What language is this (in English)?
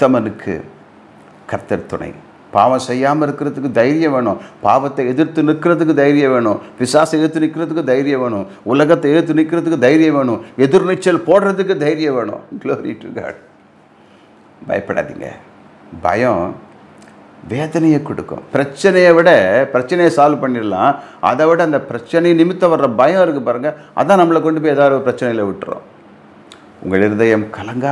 Tamil